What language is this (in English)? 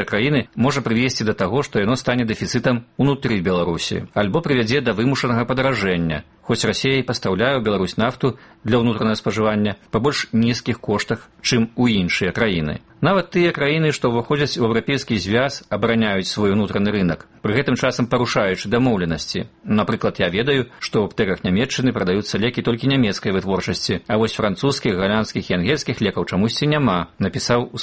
Belarusian